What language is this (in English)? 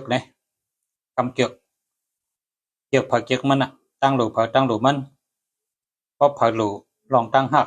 Shan